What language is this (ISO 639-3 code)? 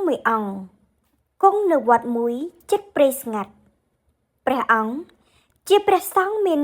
khm